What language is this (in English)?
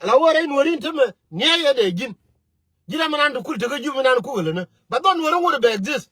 Nuer